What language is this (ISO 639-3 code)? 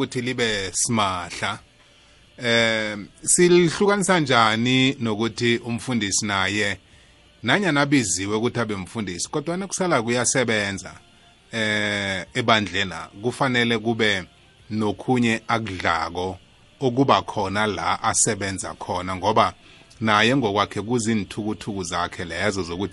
nbl